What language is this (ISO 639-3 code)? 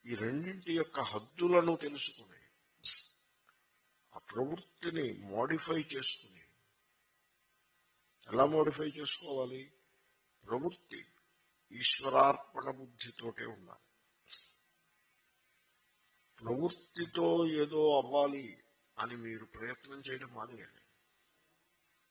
tel